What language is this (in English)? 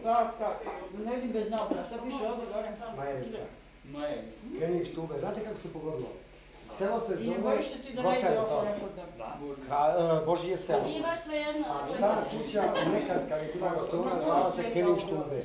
Bosnian